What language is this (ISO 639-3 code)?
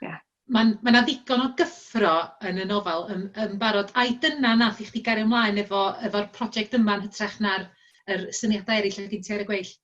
cym